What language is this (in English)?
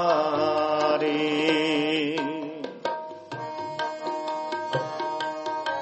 Punjabi